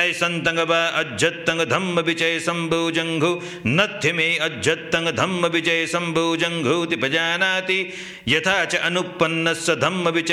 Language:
Pali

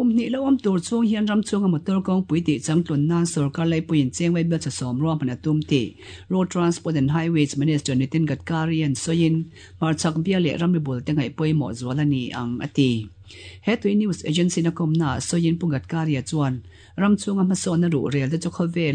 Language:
Mizo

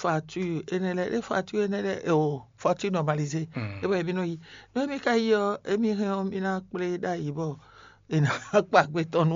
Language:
Fon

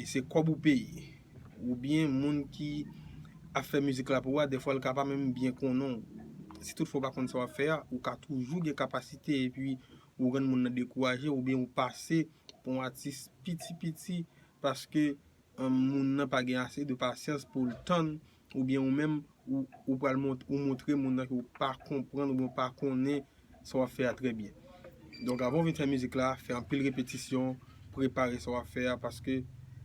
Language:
Haitian Creole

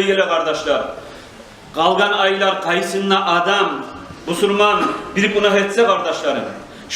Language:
Kumyk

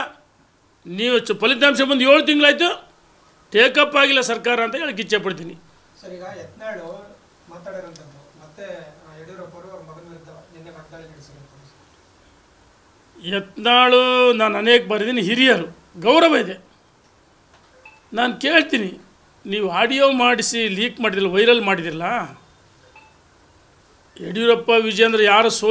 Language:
Kannada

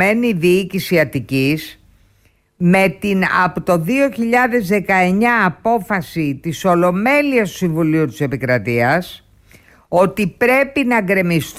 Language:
Greek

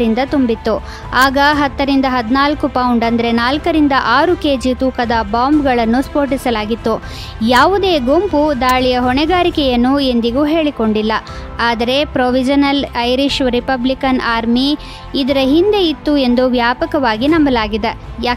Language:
Kannada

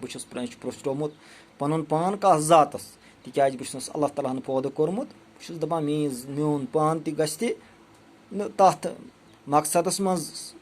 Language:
Kashmiri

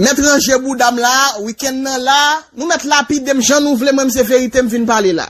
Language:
Haitian Creole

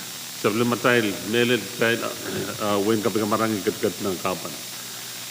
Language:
Pohnpeian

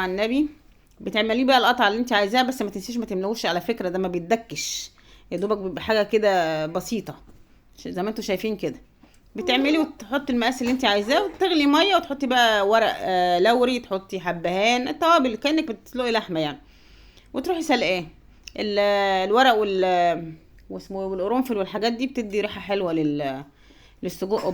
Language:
Egyptian Arabic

